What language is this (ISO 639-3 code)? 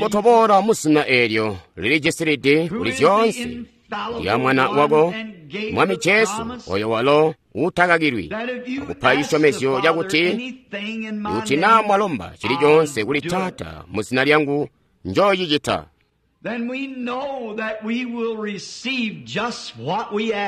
toi